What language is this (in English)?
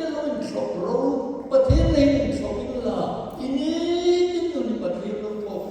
Hmar